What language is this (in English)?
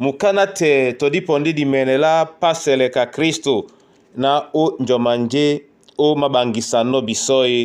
Duala